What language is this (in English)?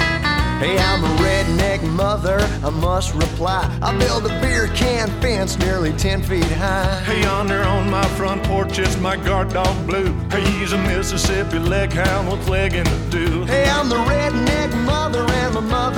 English